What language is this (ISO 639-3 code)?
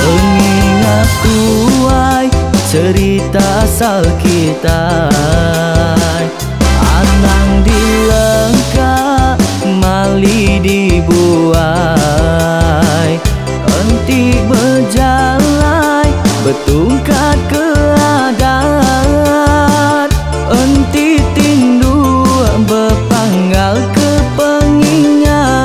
iba